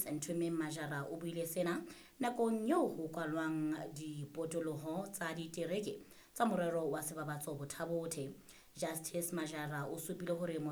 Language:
Southern Sotho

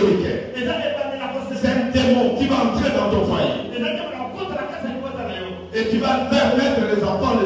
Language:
French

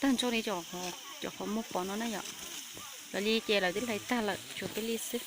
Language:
Hmong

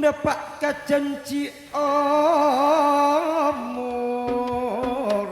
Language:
Madurese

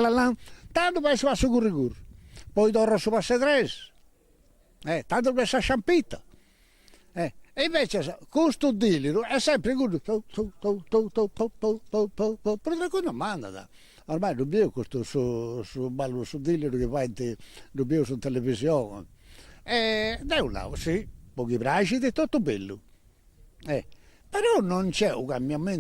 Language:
Sardinian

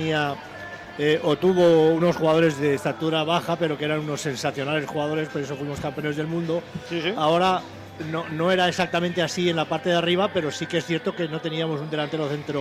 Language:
Spanish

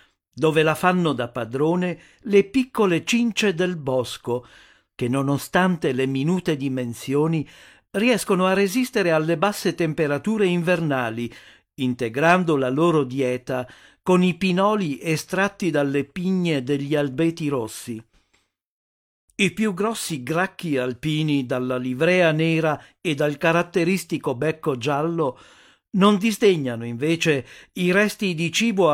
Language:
Italian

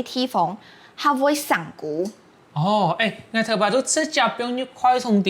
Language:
Hakka Chinese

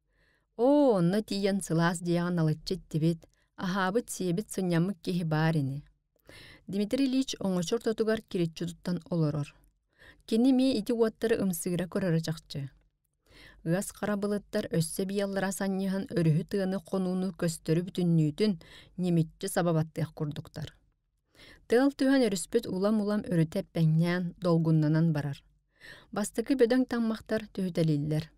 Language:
Yakut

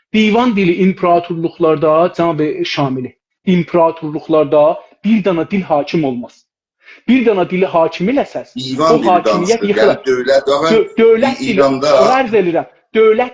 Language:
South Azerbaijani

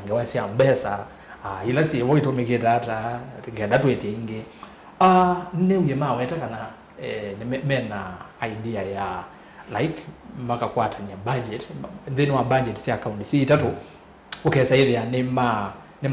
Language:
Kamba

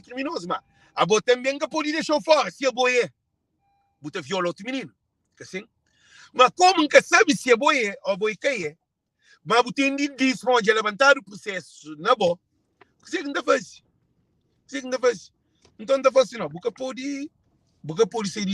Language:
Kabuverdianu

